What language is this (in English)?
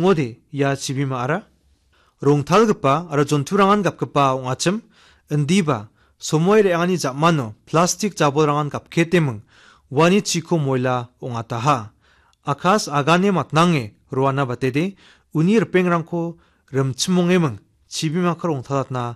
Garo